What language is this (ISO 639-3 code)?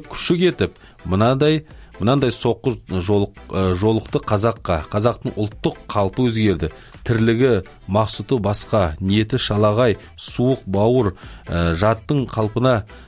kaz